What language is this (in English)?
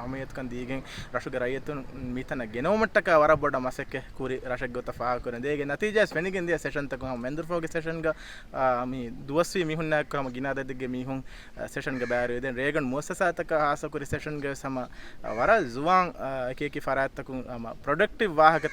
Divehi